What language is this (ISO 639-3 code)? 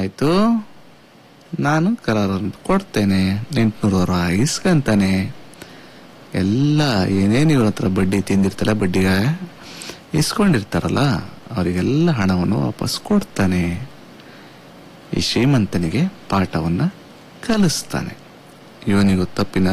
kan